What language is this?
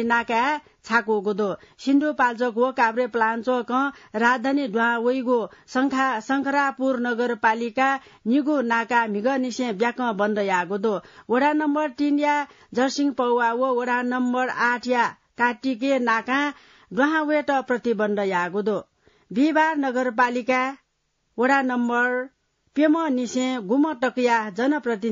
Newari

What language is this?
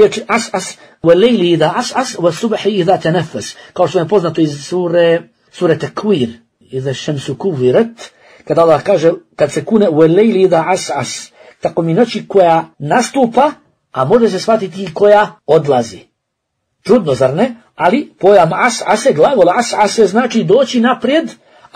Bosnian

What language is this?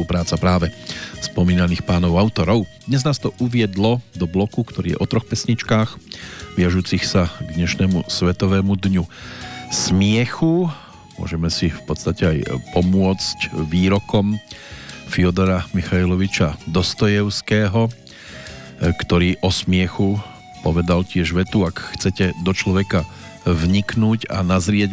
Slovak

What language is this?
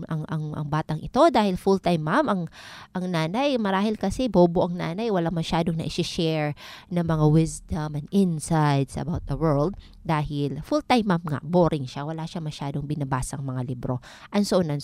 Filipino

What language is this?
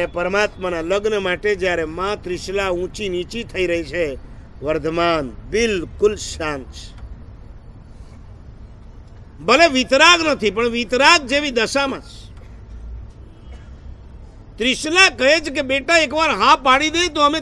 Gujarati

